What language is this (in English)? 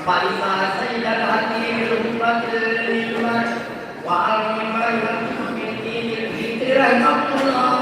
Buginese